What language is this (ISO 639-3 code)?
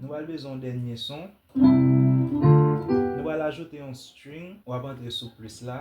hat